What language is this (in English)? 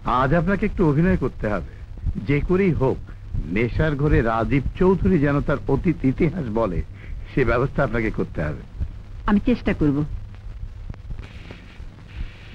Bangla